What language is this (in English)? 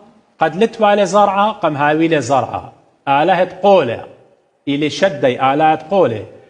Assyrian Neo-Aramaic